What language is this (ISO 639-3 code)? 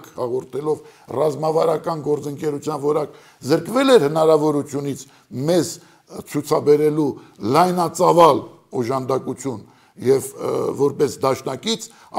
hye